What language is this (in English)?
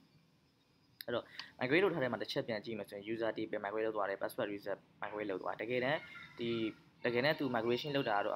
Burmese